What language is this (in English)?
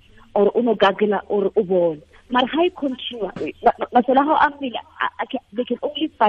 Tswana